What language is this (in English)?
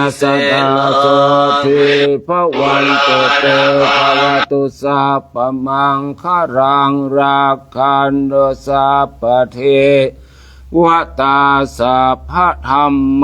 Pali